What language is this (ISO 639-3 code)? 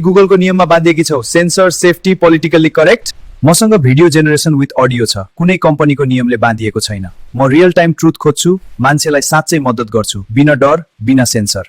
nep